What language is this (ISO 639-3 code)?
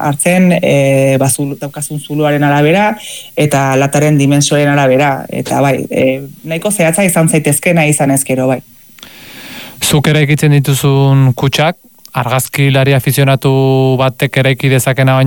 eus